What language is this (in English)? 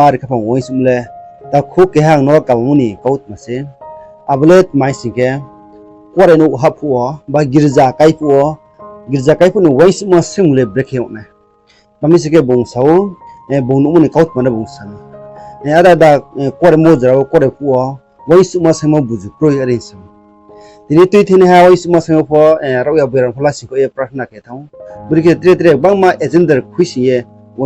Riang (India)